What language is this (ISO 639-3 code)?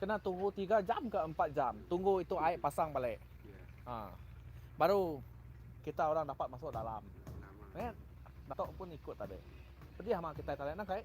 iba